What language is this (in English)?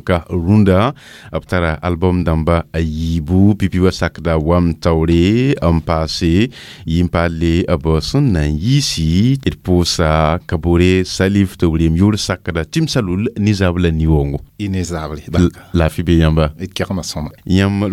Mossi